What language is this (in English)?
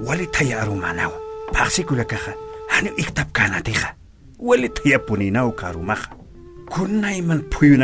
Aymara